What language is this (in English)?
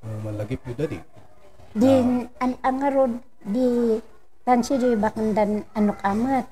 Kankanaey